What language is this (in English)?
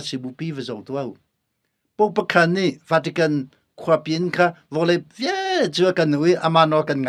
Hakha Chin